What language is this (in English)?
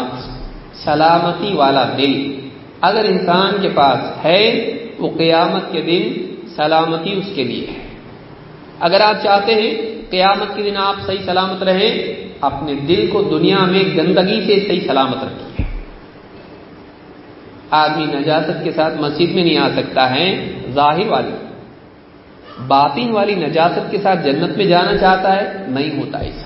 Urdu